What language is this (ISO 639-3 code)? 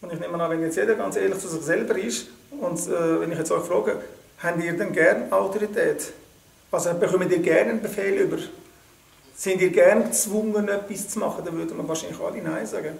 gsw